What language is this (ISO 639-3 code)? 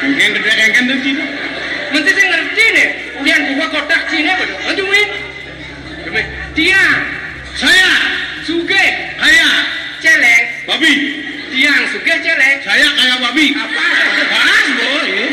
ban